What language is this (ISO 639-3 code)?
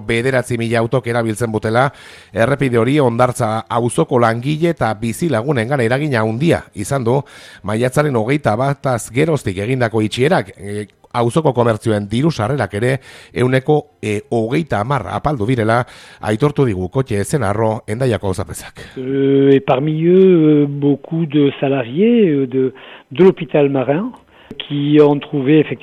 eus